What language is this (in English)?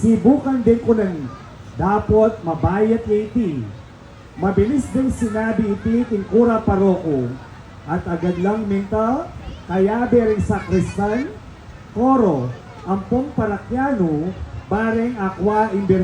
Pampanga